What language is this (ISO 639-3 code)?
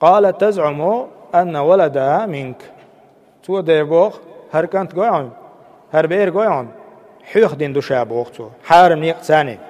che